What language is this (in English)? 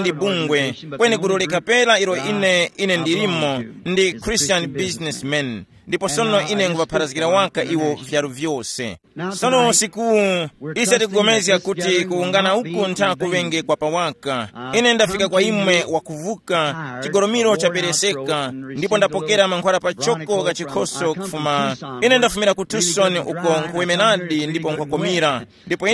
Tumbuka